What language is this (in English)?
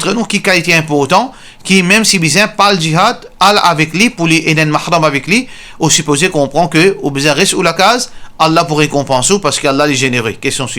Morisyen